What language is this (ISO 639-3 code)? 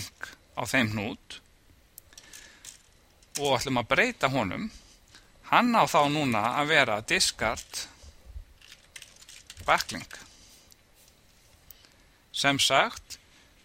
isl